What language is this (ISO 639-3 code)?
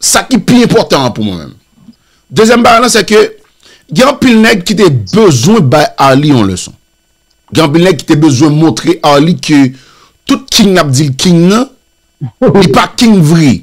hat